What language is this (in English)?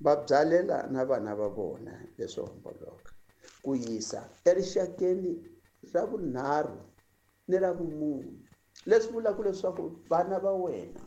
Tsonga